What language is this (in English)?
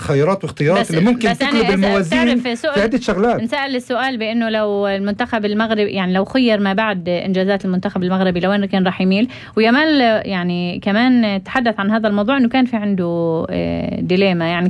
North Levantine Arabic